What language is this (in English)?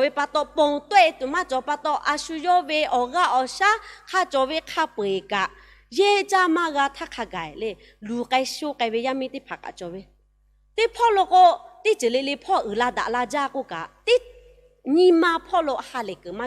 Lahu